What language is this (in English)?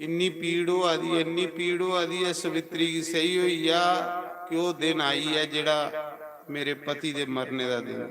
Dogri